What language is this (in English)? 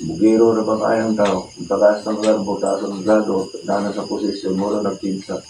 Cebuano